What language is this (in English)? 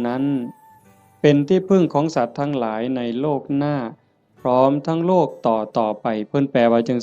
Northeastern Thai